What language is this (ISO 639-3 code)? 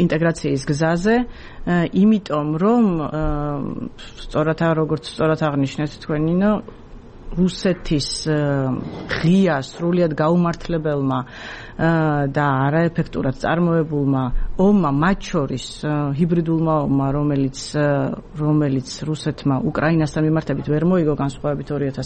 kat